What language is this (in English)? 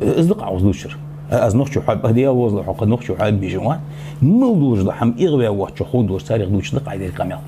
Ingush